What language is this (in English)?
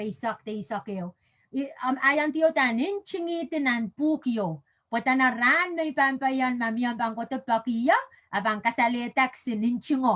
Pohnpeian